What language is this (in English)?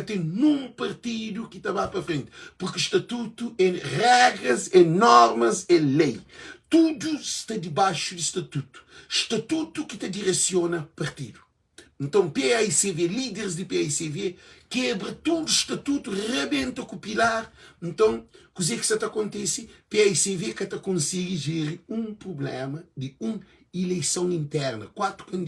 Kabuverdianu